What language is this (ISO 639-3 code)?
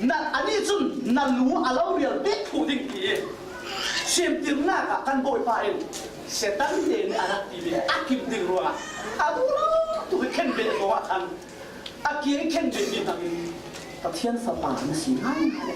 cfm